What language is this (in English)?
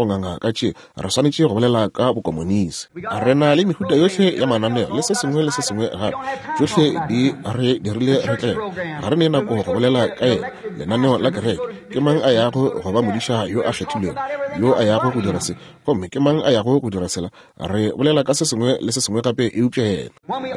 Northern Sotho